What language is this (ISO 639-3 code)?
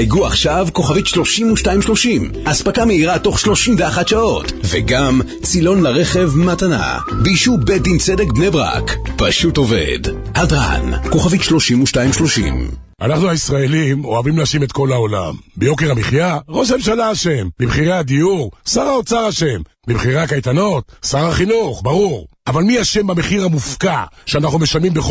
heb